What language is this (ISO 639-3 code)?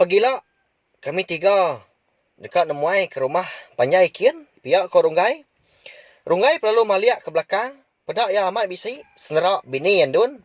iba